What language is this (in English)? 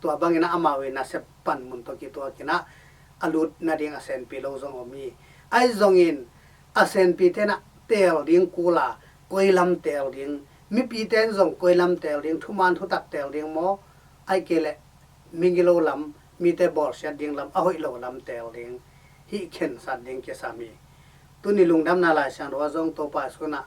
Tedim Chin